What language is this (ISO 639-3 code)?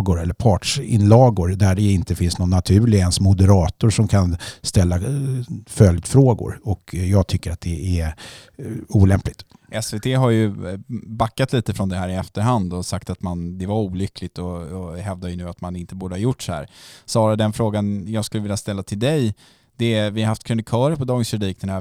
swe